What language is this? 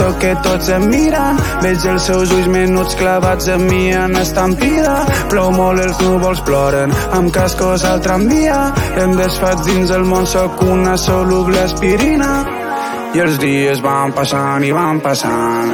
Catalan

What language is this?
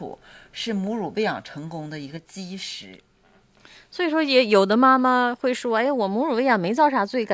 Chinese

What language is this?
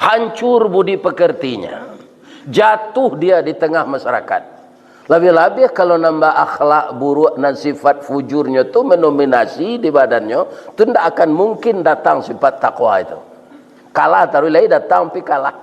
Minangkabau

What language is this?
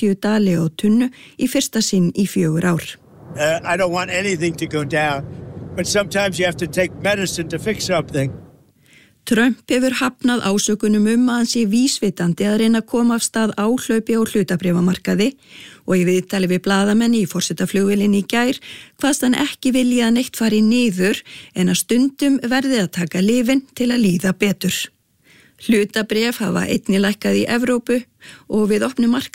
Icelandic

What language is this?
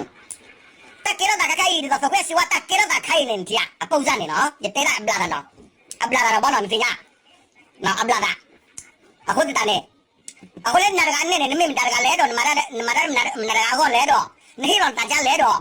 S'gaw Karen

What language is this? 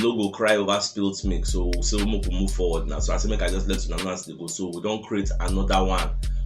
Nigerian Pidgin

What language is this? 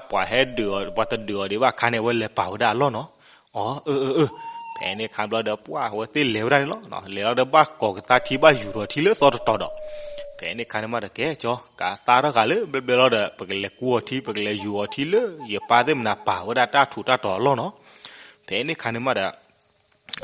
S'gaw Karen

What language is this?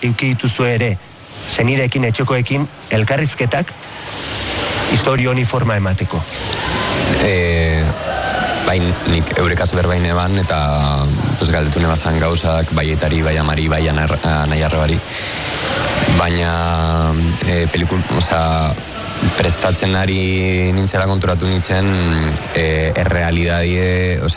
Basque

